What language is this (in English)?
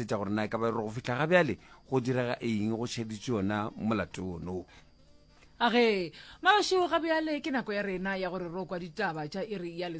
Northern Sotho